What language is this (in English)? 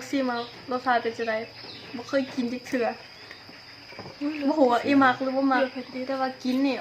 Lao